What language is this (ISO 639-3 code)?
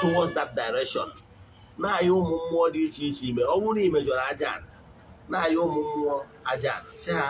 ibo